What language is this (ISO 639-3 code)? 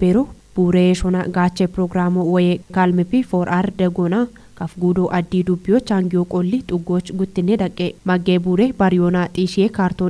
kbr